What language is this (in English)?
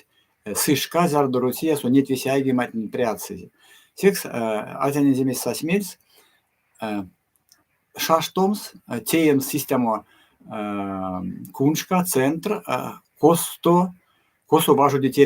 Erzya